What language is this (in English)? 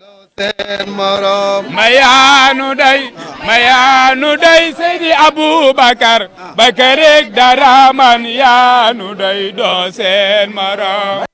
Wolof